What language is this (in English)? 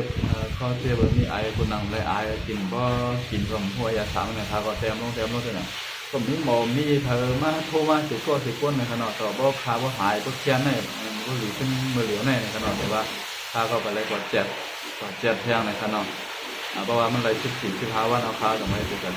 Shan